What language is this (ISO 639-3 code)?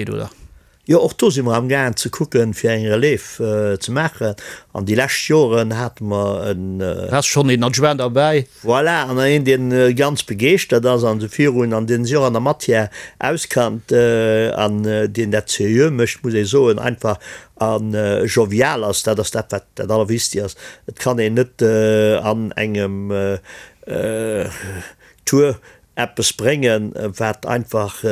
ltz